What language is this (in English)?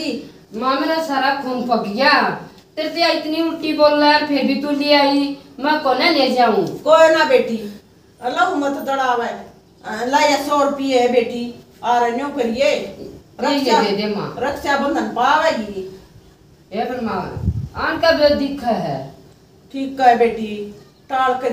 Haryanvi